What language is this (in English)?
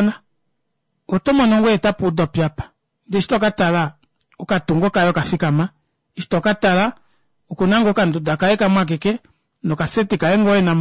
Kuanyama